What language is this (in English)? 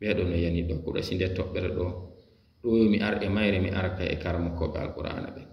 Fula